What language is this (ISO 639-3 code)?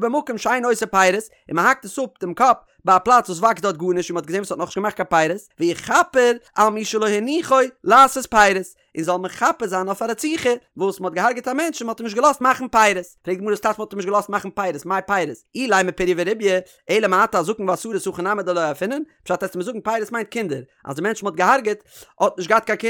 yid